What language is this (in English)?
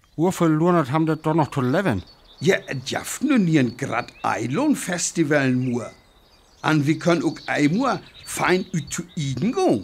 Northern Frisian